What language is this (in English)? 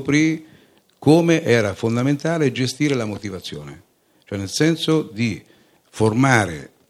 Italian